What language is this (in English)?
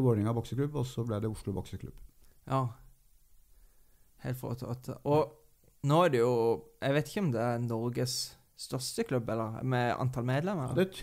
Norwegian